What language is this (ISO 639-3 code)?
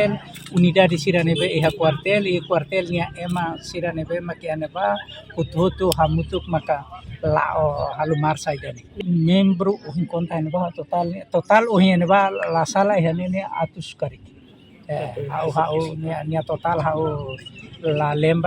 tet